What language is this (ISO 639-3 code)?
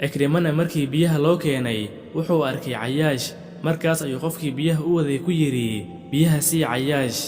som